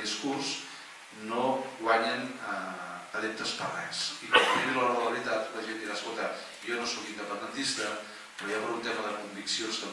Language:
Catalan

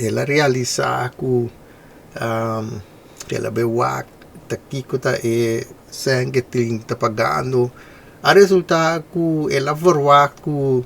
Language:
Papiamento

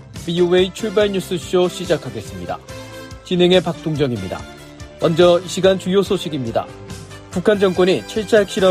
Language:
Korean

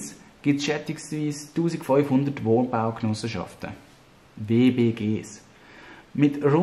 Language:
Swiss German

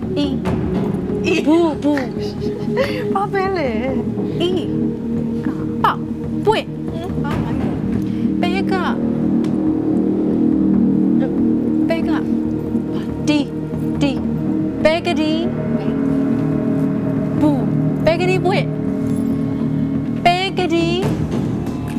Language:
Burmese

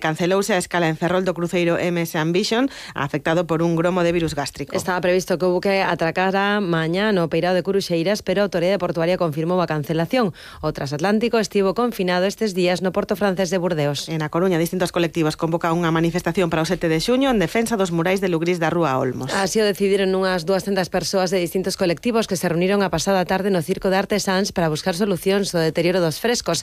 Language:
Galician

